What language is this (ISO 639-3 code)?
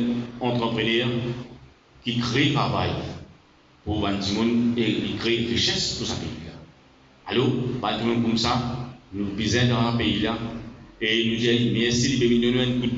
mfe